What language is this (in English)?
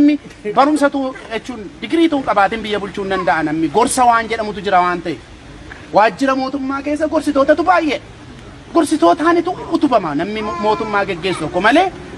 Oromo